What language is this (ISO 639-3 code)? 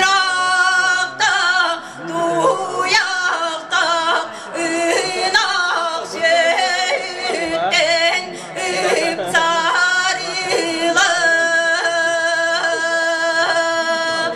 sah